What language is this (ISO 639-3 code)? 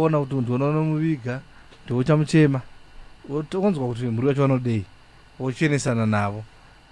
sna